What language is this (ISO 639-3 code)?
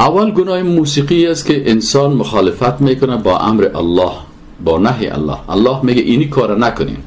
fas